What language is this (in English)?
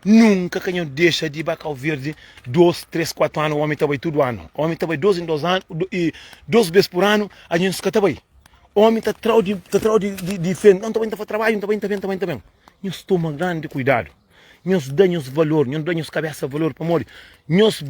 Kabuverdianu